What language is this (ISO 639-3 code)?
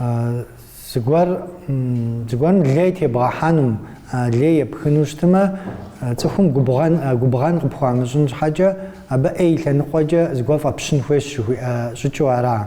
kbd